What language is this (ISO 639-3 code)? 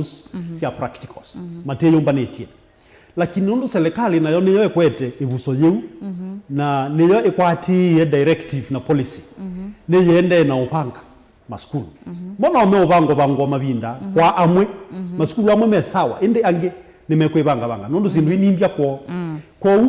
kam